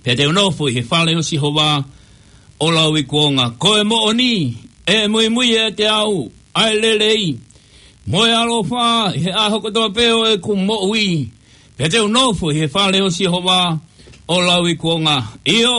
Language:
Tongan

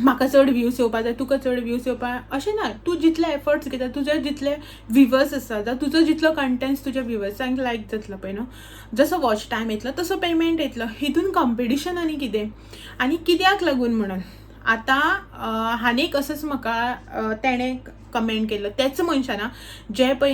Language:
Konkani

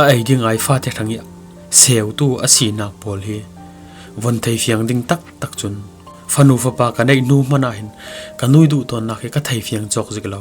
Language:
Falam Chin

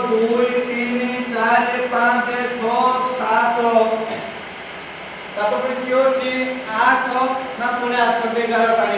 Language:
Odia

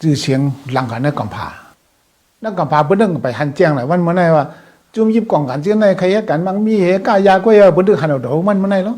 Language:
Shan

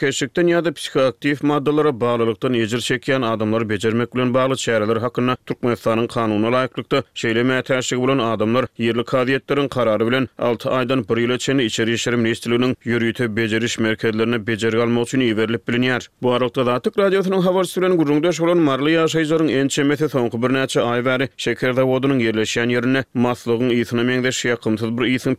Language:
Turkmen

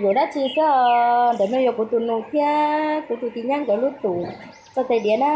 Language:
Hmong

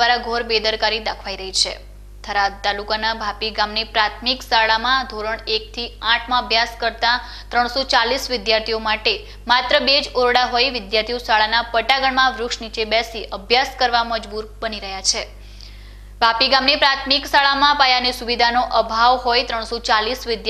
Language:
Gujarati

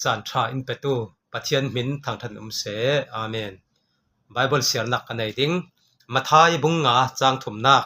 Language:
Falam Chin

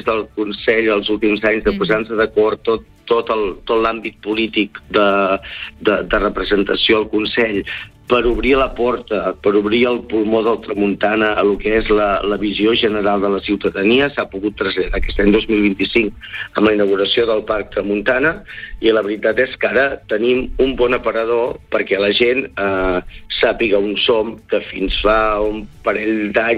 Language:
Catalan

